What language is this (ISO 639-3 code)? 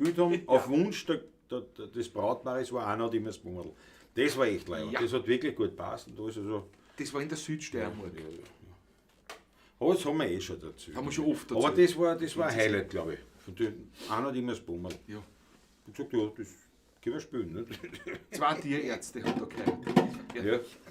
bar